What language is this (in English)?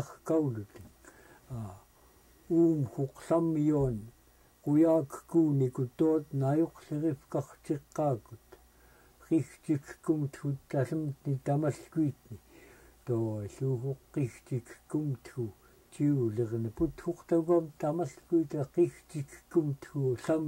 Central Yupik